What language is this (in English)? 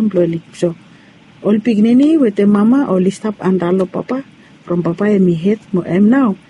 Bislama